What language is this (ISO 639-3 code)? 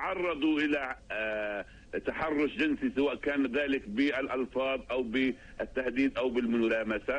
ara